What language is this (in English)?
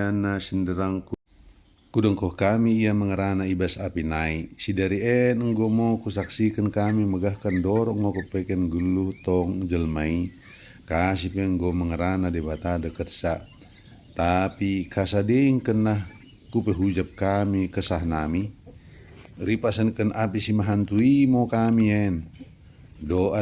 Batak Dairi